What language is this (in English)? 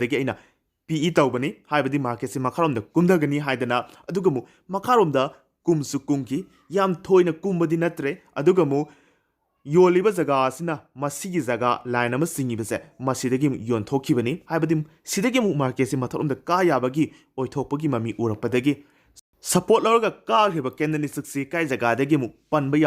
Manipuri